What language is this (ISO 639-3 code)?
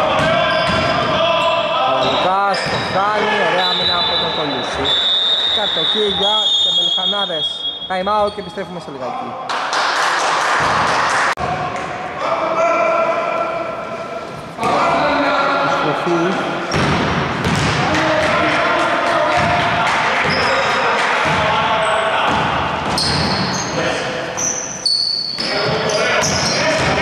ell